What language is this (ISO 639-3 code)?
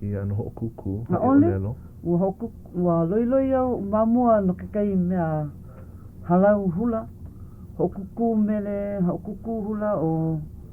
haw